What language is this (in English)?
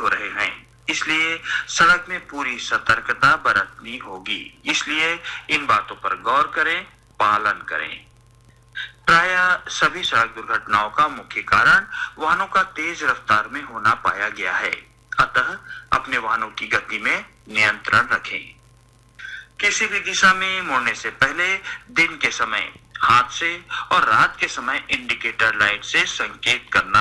Hindi